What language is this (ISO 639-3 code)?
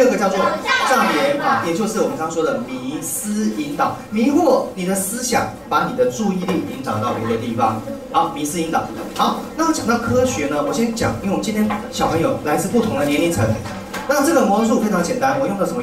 zho